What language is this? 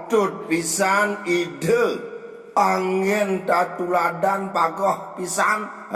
Balinese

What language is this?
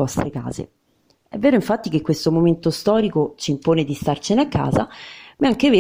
Italian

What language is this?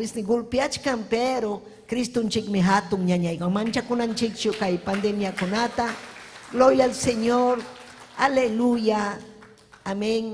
Ayacucho Quechua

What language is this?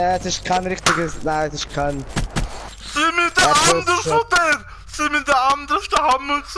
Swiss German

